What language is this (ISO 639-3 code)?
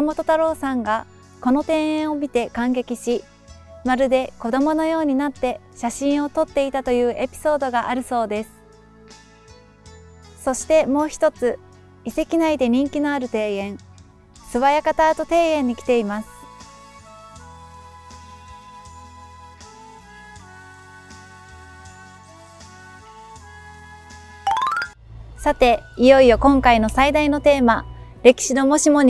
jpn